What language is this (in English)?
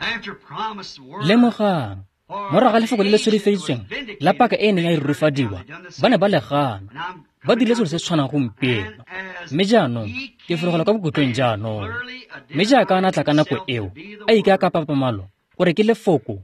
Tswana